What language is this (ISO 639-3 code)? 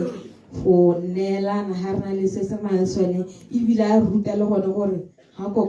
tsn